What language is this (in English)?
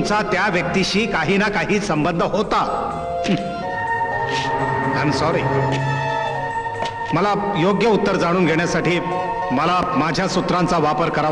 Marathi